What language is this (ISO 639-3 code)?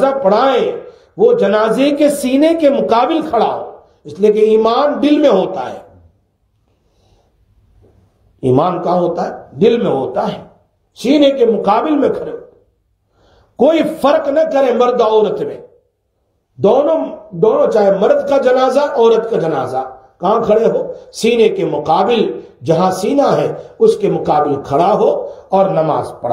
urd